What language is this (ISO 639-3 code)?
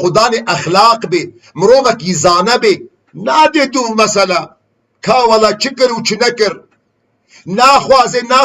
kur